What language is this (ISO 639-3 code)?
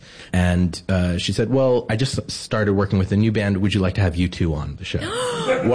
eng